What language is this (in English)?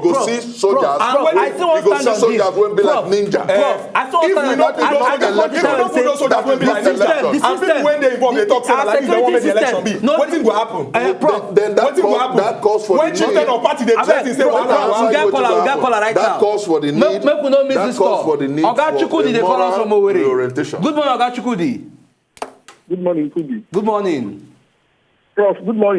Nigerian Pidgin